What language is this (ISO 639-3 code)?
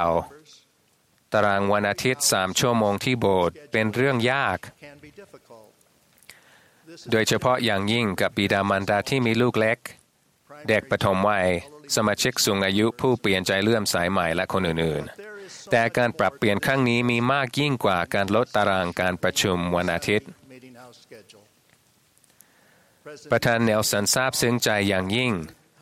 tha